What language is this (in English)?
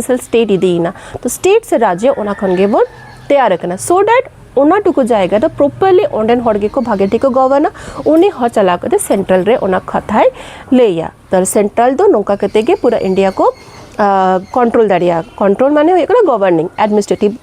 Santali